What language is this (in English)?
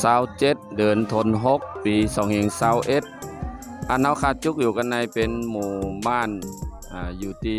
Shan